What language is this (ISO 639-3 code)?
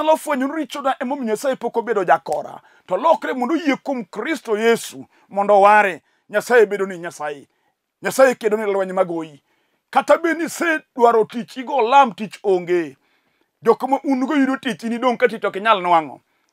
luo